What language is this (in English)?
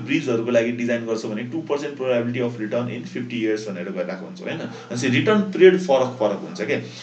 Nepali